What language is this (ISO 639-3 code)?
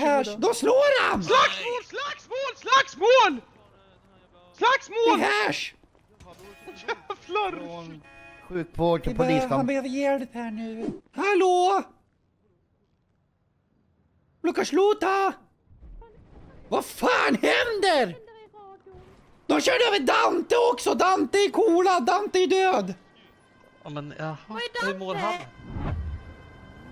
swe